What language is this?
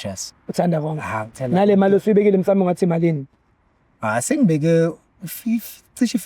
Zulu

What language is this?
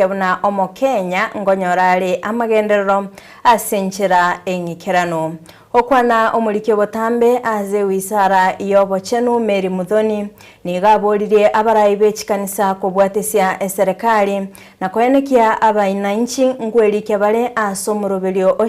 Gusii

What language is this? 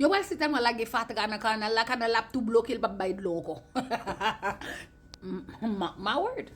Haitian Creole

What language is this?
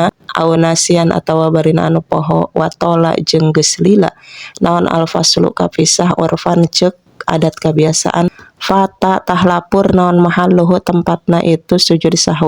Sundanese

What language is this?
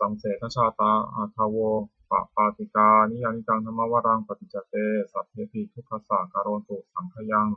Pali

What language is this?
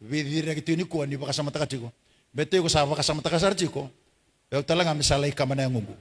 Fijian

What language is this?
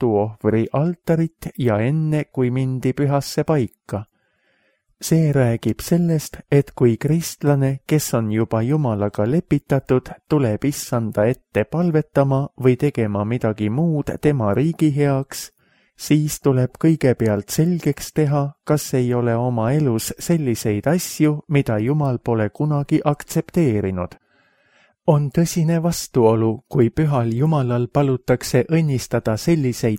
Estonian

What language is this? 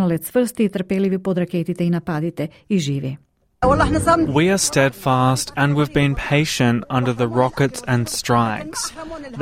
Macedonian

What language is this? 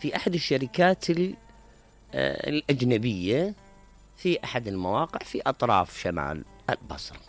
Mesopotamian Arabic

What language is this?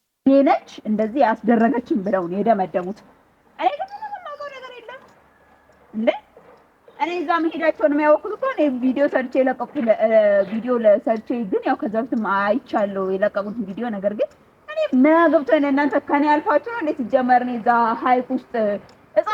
Amharic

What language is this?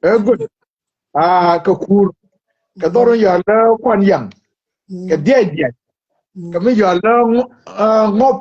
Nuer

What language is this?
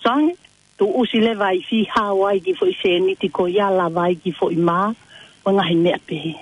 Tongan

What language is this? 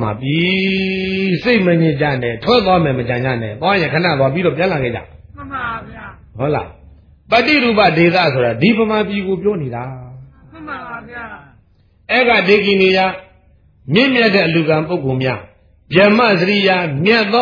Burmese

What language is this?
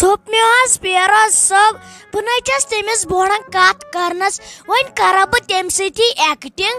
Kashmiri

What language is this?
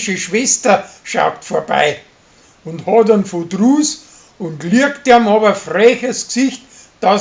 Bavarian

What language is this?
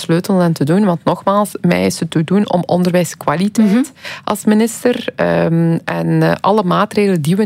Dutch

